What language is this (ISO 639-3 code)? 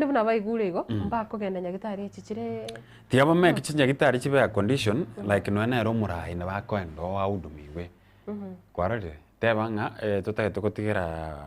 guz